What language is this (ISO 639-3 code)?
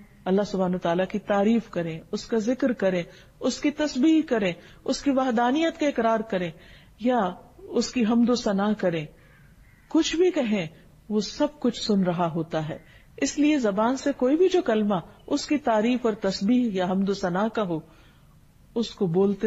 urd